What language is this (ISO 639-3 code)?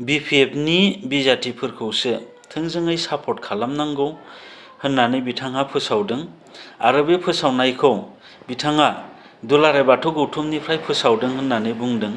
brx